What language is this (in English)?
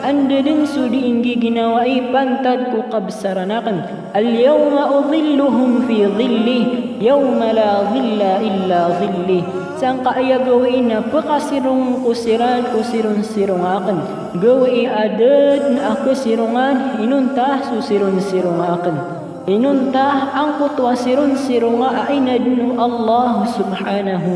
Maranao